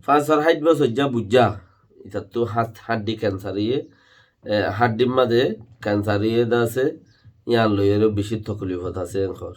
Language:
Rohingya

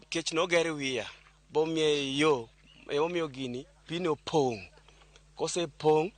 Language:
Luo (Kenya and Tanzania)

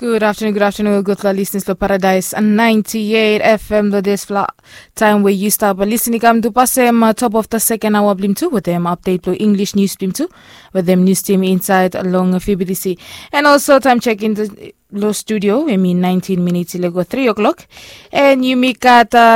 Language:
Bislama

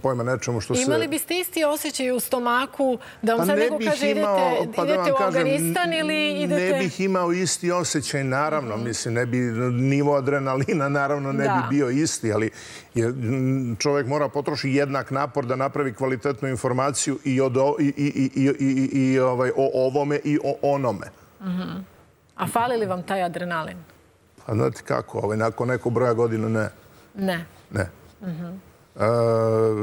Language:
Serbian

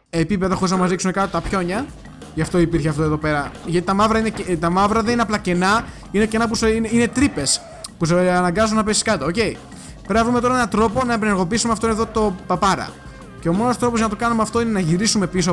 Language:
Greek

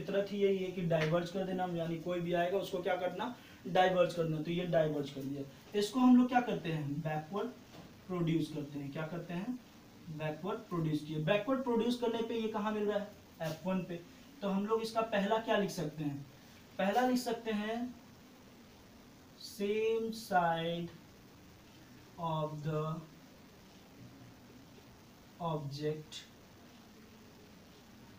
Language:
Hindi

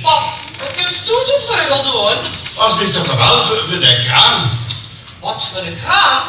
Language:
Limburgish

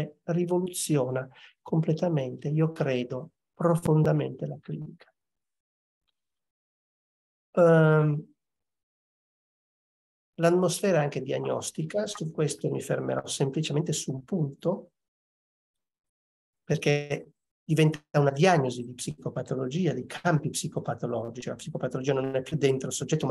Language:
Italian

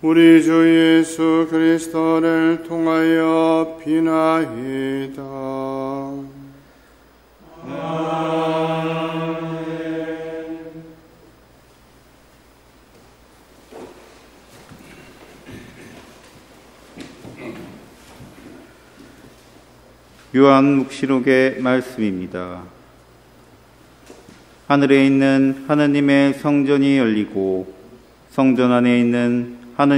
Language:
Korean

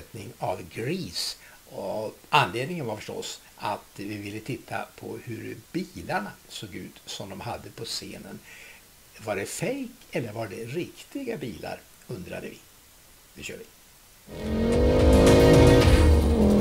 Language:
Swedish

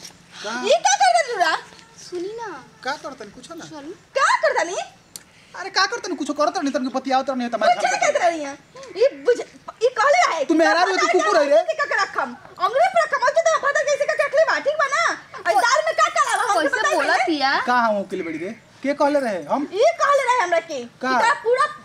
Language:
Bhojpuri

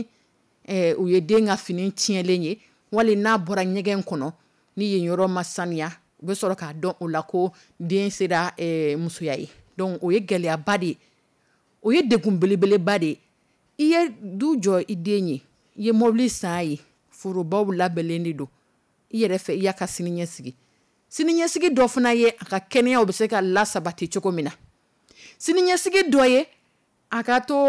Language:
Dyula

